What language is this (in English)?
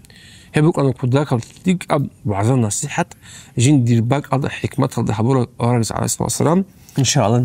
Avaric